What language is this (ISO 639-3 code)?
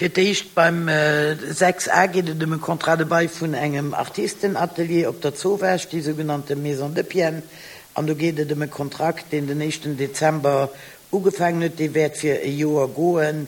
ltz